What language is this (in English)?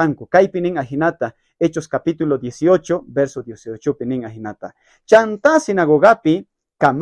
South Bolivian Quechua